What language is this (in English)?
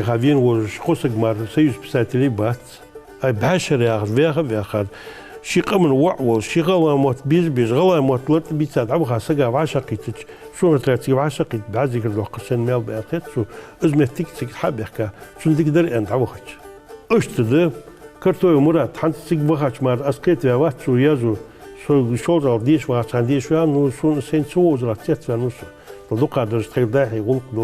Ingush